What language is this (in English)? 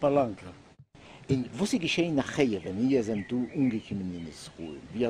Yiddish